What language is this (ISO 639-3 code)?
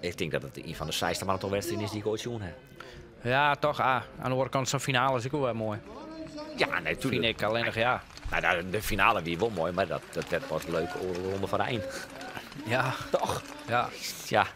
fry